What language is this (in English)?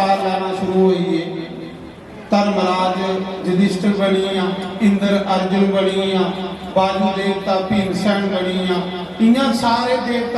Dogri